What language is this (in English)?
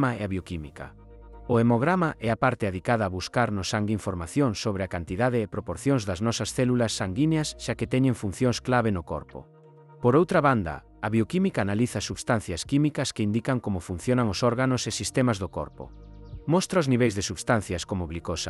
Galician